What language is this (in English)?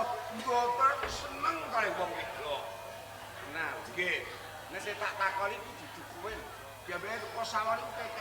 Javanese